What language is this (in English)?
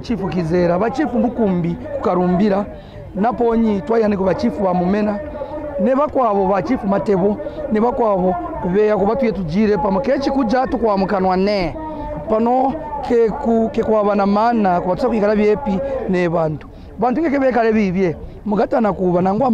Kaonde